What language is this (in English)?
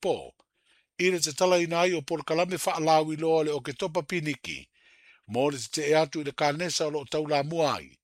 Samoan